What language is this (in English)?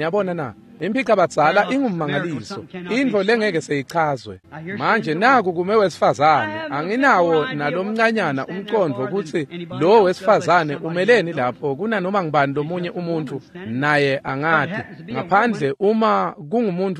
Swati